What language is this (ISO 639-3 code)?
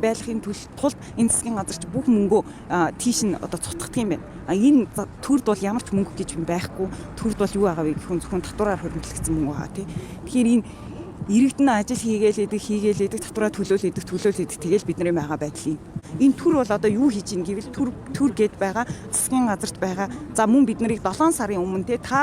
mon